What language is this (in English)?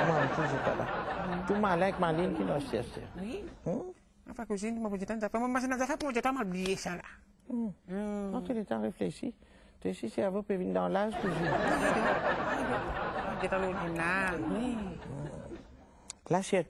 Morisyen